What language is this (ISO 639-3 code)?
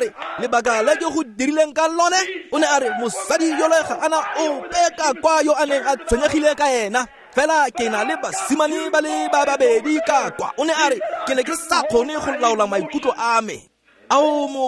tsn